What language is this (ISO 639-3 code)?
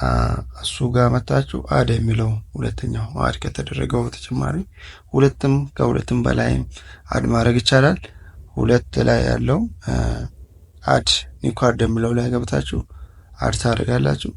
amh